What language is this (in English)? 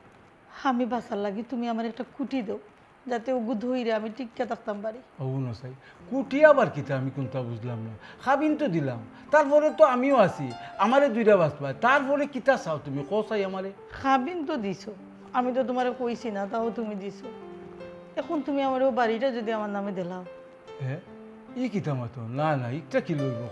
Sylheti